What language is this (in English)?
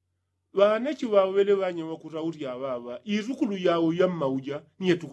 Yao